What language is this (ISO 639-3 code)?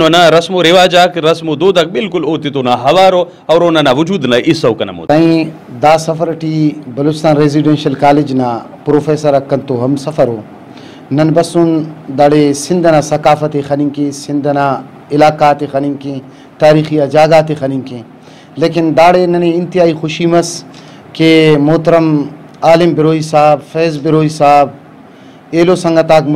brh